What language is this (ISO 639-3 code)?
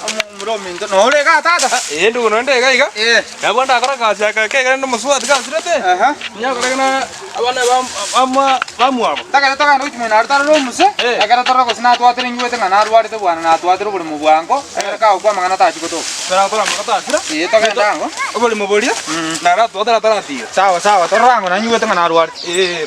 guz